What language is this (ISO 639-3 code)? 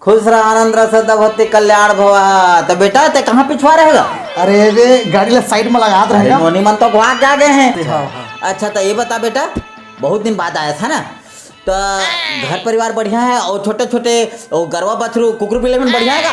hne